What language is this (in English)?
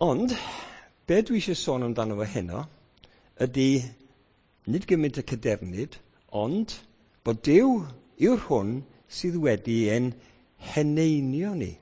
Welsh